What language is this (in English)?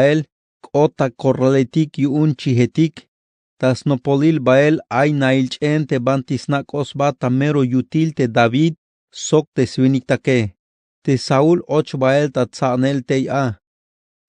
Tzeltal